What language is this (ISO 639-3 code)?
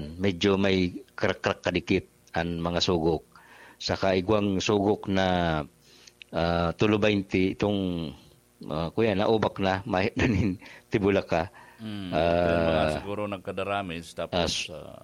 bik